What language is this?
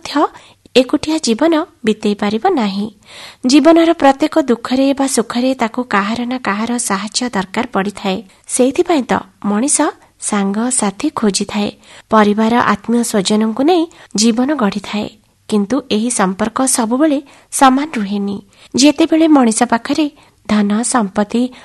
Odia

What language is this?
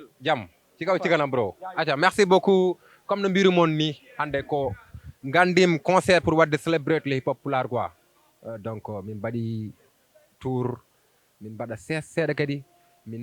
Fula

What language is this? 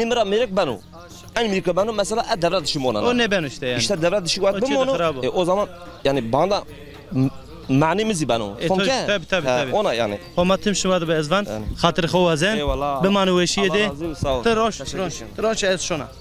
Zaza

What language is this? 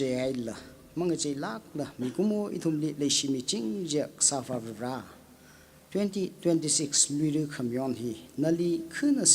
Tangkhul Naga (India)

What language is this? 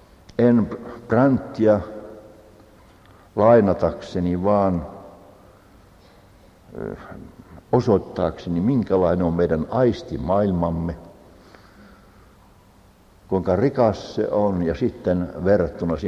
Finnish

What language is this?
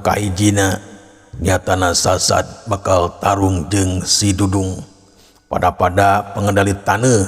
Sundanese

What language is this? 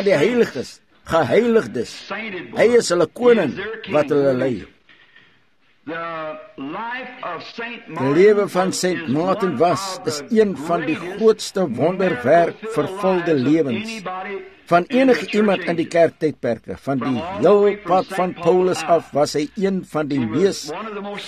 Afrikaans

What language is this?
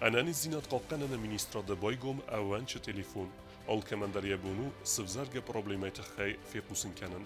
Ossetic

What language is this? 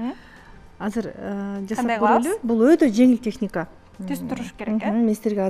Kyrgyz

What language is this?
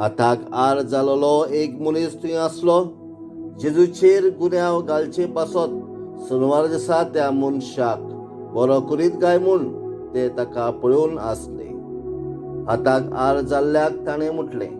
Konkani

